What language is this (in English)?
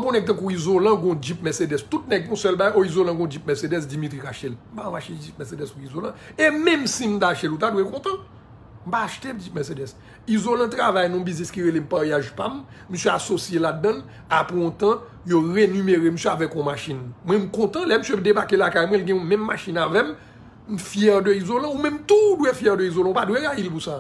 Haitian Creole